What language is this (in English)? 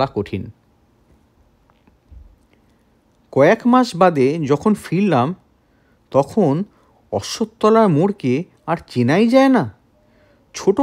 Bangla